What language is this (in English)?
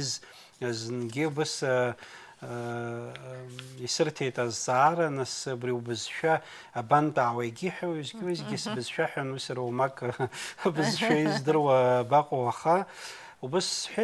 Abkhazian